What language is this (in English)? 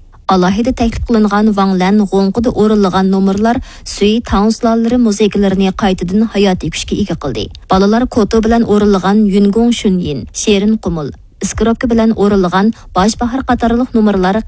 Uyghur